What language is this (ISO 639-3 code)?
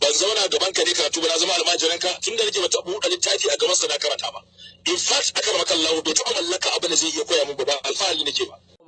hau